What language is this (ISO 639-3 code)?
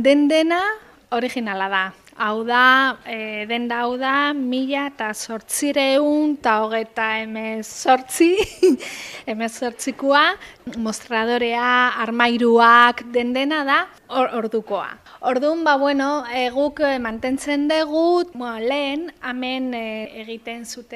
eus